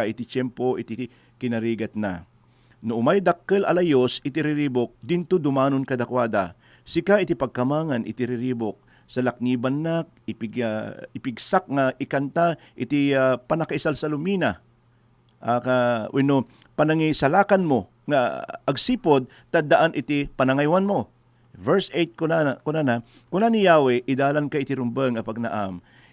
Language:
Iloko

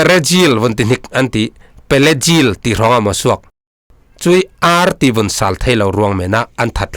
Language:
Falam Chin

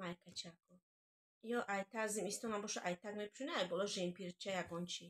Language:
Tajik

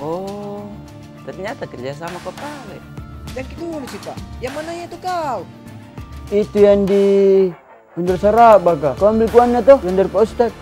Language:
Makassar Malay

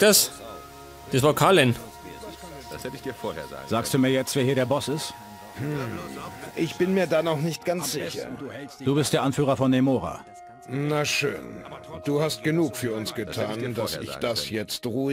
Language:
Bavarian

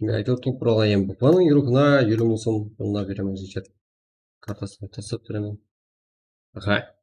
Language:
Kara-Kalpak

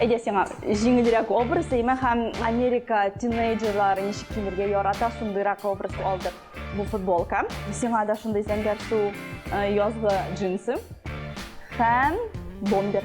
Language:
Tatar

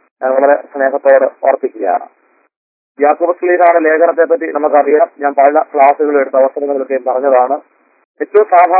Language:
Malayalam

